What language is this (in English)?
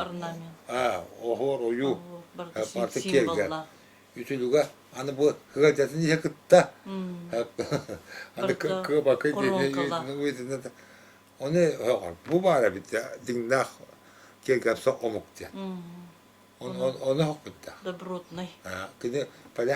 Yakut